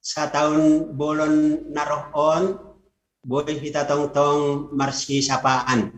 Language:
Batak Simalungun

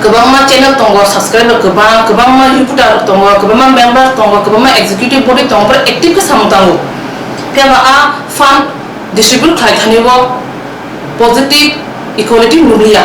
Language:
Riang (India)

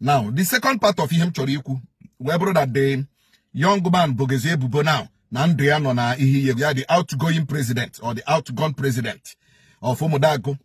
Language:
Igbo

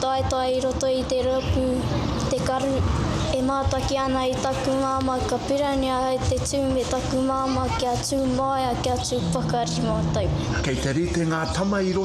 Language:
Māori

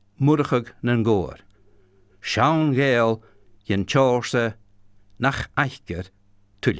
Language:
Scottish Gaelic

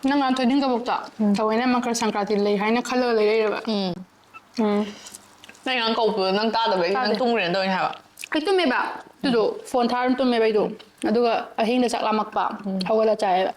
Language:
Manipuri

